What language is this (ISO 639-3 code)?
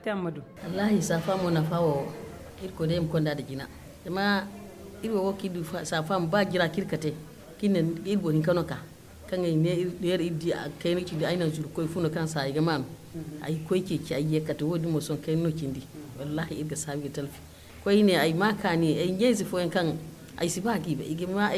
dje